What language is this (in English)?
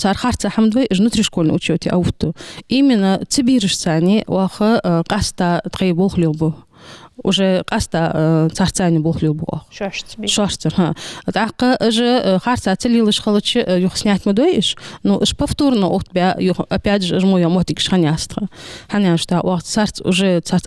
Ingush